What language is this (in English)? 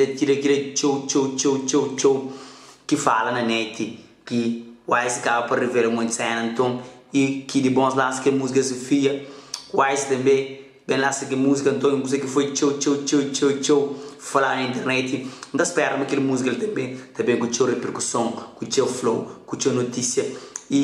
Kabuverdianu